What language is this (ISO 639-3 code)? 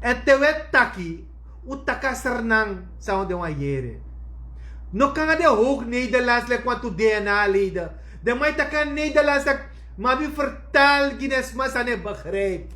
srn